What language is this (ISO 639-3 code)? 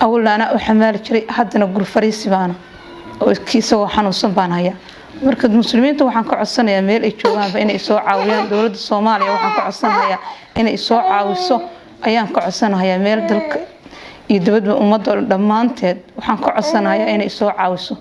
som